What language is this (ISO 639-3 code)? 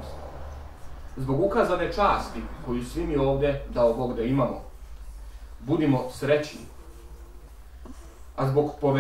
srp